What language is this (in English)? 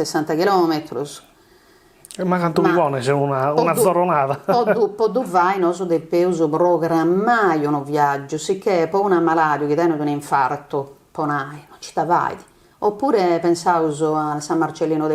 Sardinian